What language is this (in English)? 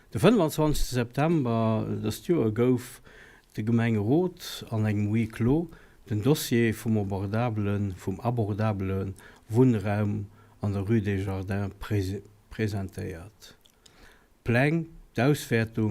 Luxembourgish